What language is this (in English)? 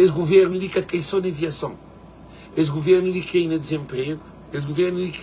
Kabuverdianu